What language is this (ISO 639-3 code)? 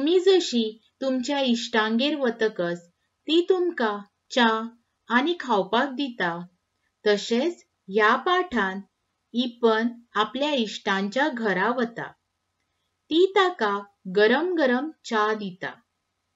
kok